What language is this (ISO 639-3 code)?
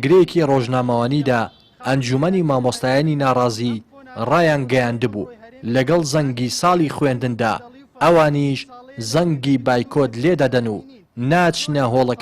ckb